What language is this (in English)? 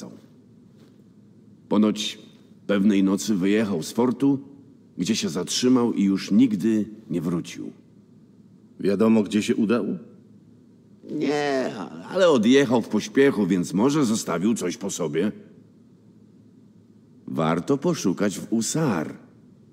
Polish